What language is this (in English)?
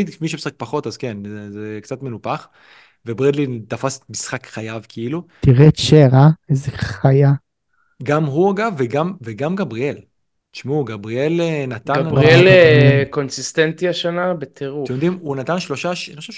Hebrew